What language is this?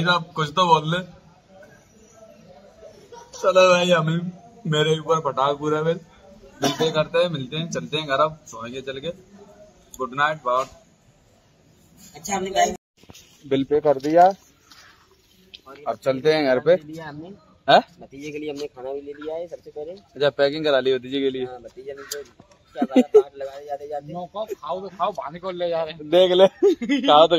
Hindi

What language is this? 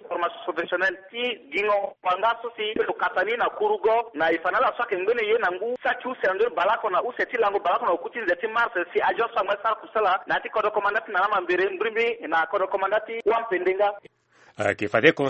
Sango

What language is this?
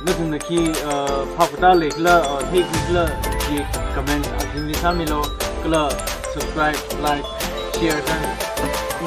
Tangkhul Naga (India)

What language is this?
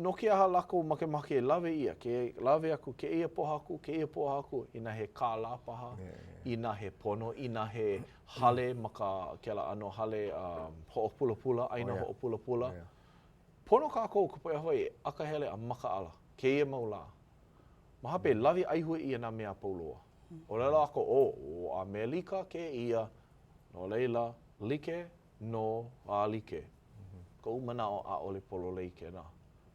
Hawaiian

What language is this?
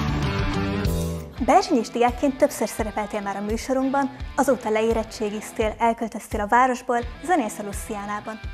Hungarian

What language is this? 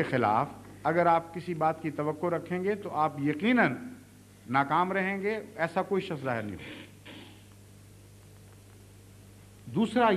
Urdu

